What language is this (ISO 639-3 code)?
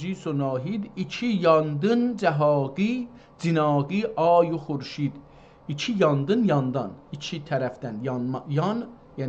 azb